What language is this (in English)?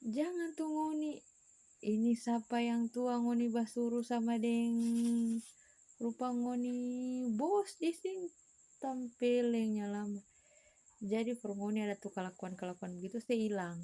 Manado Malay